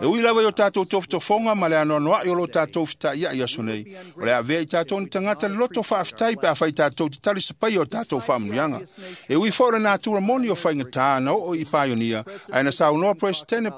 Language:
Samoan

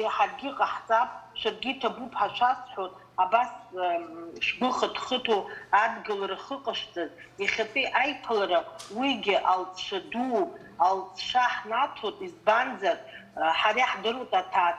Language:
Abkhazian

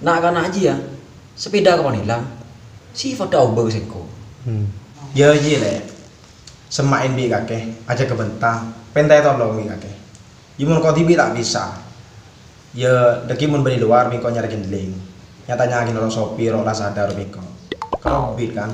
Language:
Madurese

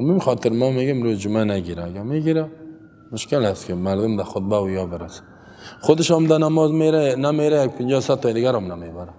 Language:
Persian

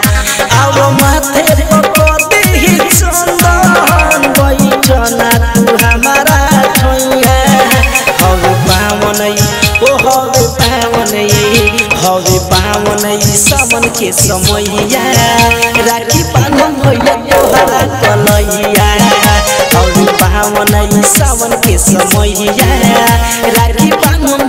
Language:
Bhojpuri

